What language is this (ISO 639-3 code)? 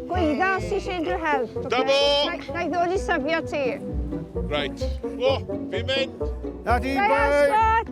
cym